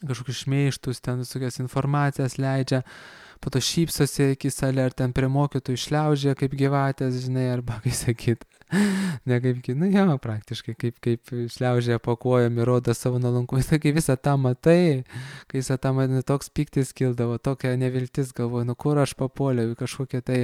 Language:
Lithuanian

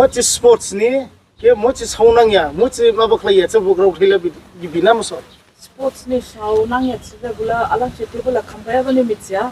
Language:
Dimasa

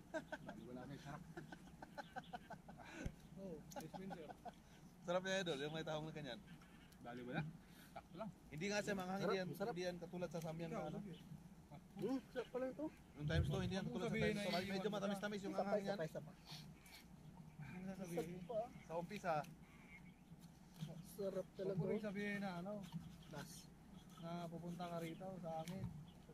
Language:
Filipino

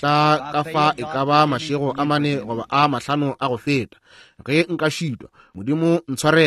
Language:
Northern Sotho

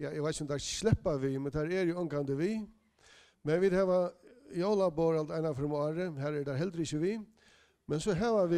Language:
Faroese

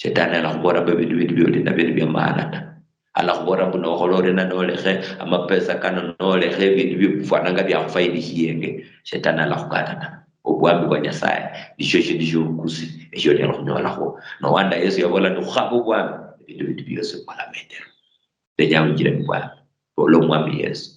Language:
Luyia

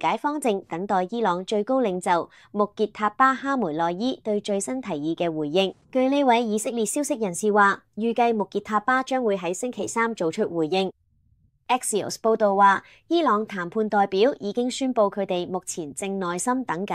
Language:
Cantonese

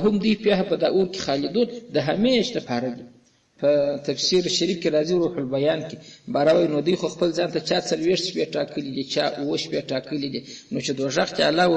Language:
Pashto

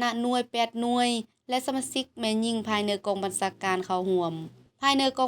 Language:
Lao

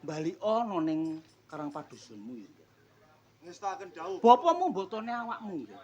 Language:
Javanese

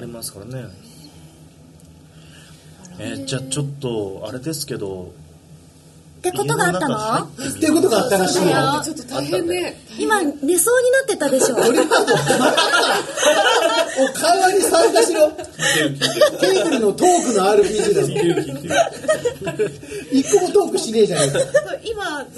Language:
Japanese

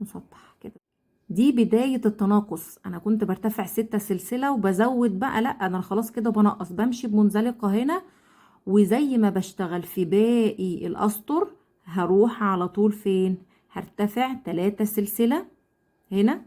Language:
Egyptian Arabic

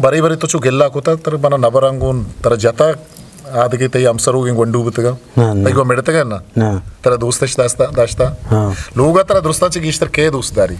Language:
Eastern Balochi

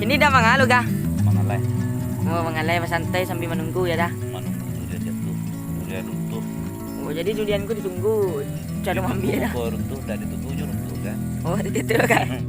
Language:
Minangkabau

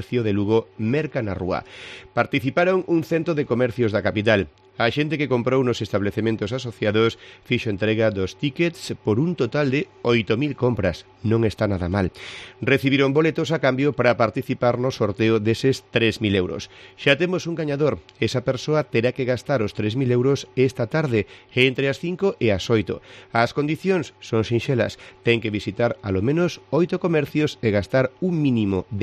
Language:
Galician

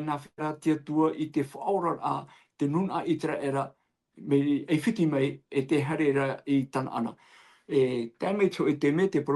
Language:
Tahitian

